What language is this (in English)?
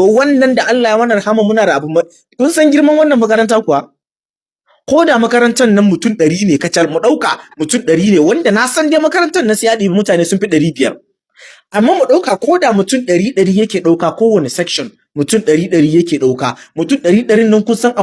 Hausa